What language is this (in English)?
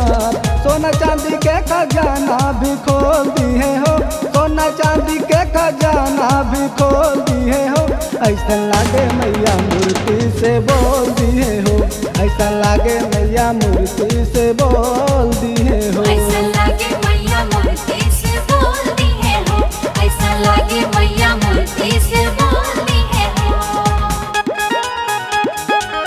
Bhojpuri